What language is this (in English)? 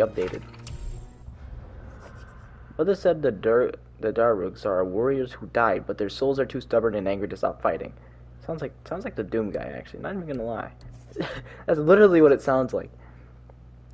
English